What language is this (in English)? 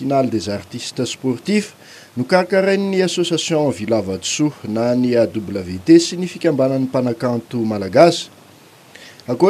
Malagasy